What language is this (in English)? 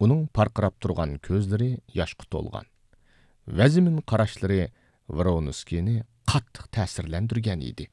Uyghur